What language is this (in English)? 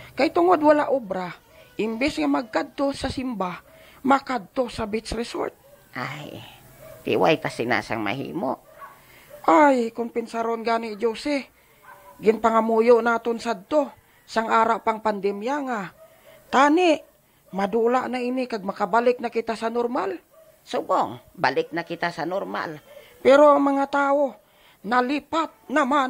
Hiligaynon